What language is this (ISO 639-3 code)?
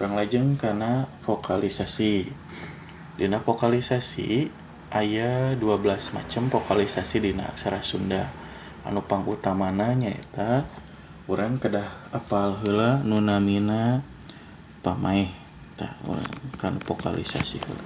sun